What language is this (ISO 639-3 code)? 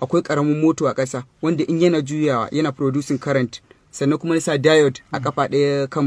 hau